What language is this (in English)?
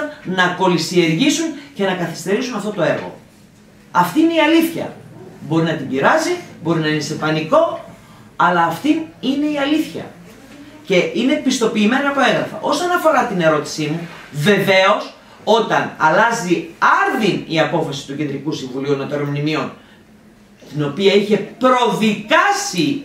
Greek